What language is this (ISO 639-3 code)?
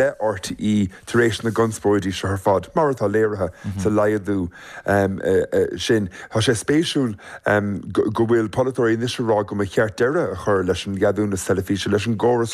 gle